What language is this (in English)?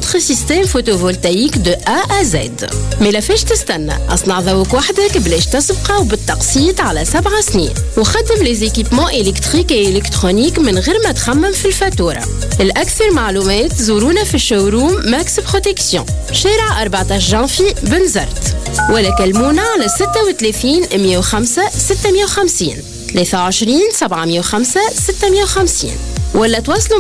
Tunisian Arabic